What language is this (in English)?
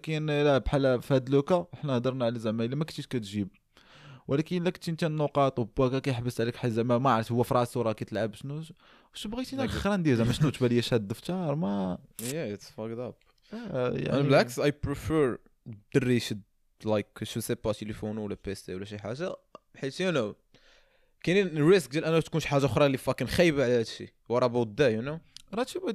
Moroccan Arabic